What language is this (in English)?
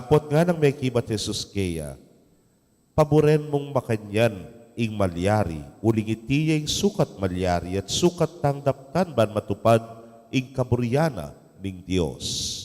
Pampanga